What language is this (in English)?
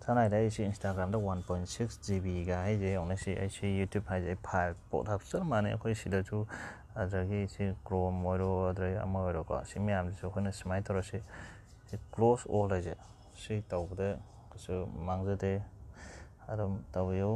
Manipuri